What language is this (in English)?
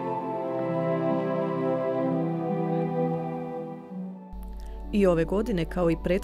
Croatian